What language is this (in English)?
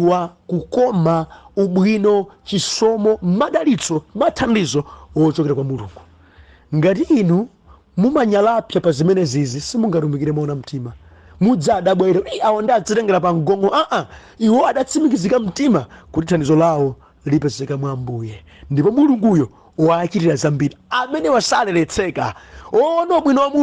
Nyanja